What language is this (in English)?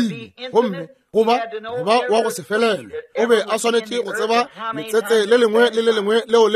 Northern Sotho